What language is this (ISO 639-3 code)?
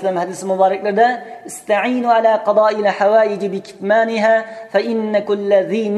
uig